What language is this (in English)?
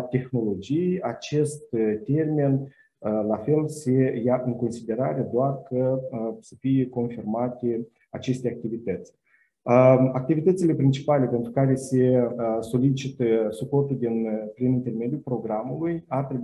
Romanian